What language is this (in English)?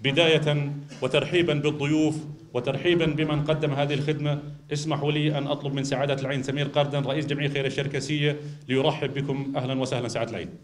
North Levantine Arabic